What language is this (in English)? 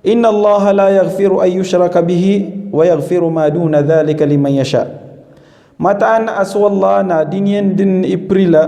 Maranao